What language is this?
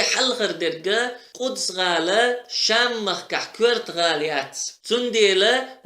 Chechen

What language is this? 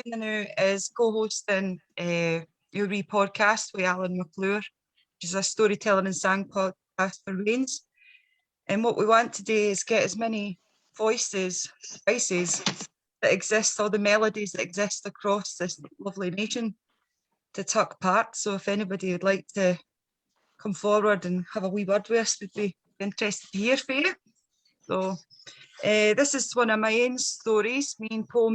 Scots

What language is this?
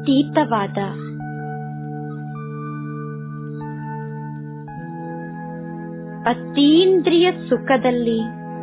Kannada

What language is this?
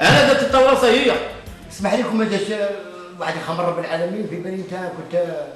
Algerian Arabic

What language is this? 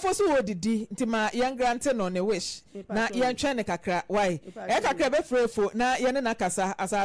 Akan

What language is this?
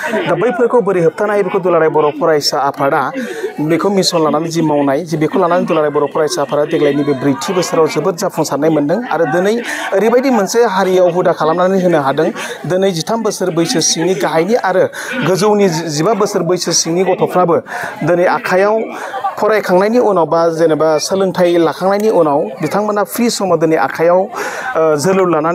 Bodo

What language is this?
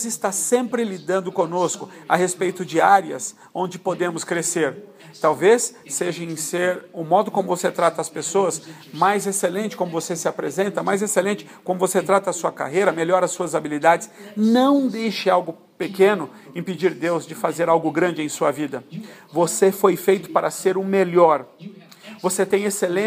Portuguese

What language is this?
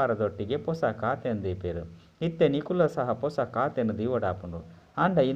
Tulu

